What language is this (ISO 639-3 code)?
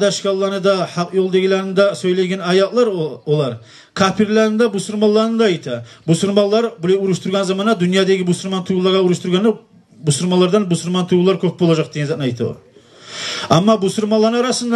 kum